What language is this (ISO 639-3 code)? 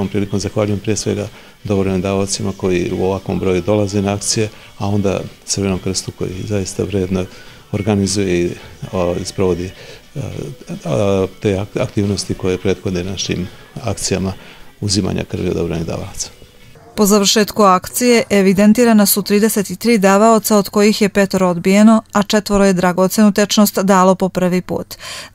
srp